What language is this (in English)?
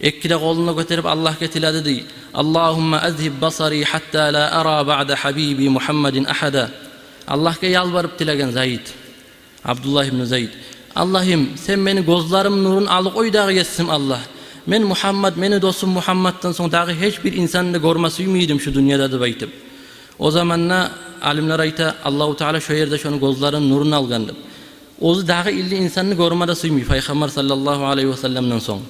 Kumyk